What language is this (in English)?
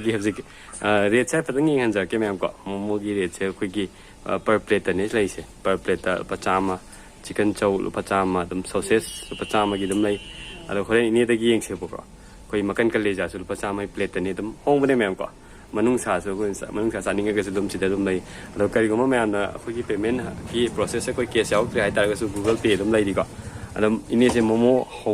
Manipuri